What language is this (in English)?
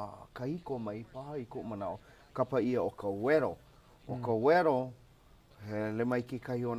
Hawaiian